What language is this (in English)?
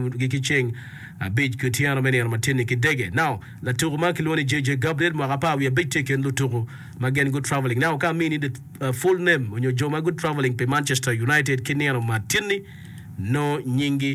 Acoli